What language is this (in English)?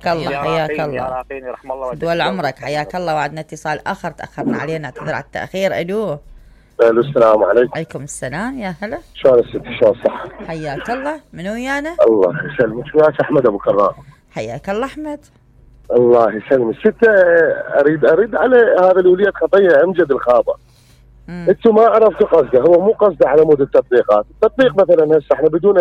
Mesopotamian Arabic